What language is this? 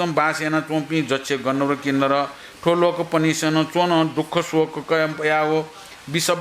Newari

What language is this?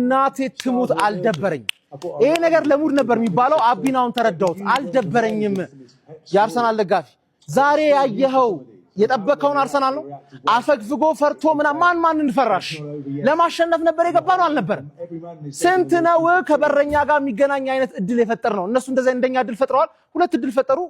Amharic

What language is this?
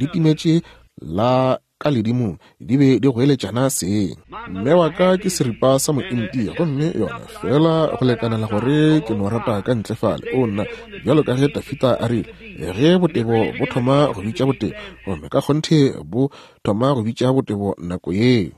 Northern Sotho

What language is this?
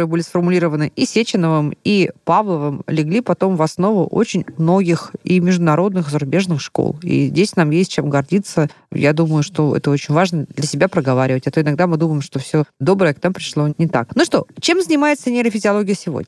Russian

